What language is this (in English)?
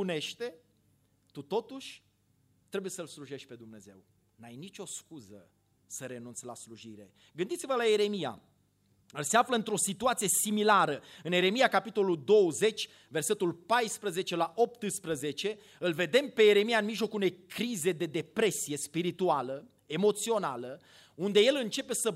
Romanian